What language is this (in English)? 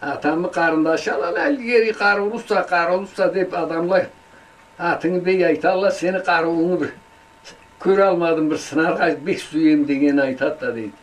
Karachay-Balkar